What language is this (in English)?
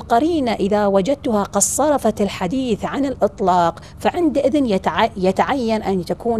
Arabic